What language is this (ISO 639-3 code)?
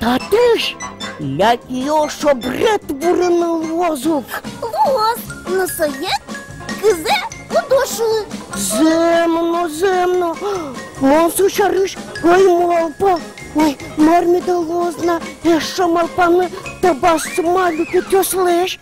udm